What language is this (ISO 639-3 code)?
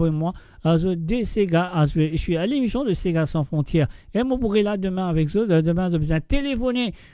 mfe